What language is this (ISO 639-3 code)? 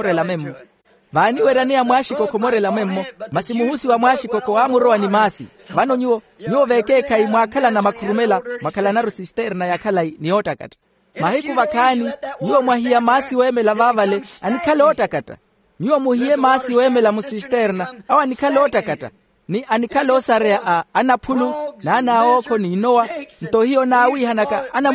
vmw